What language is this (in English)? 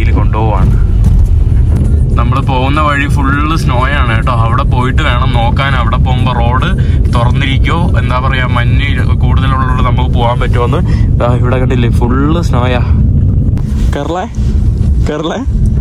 Malayalam